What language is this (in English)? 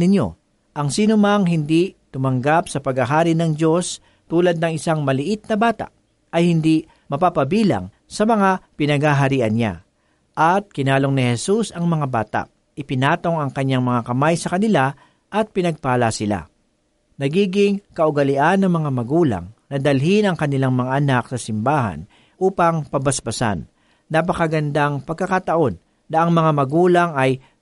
Filipino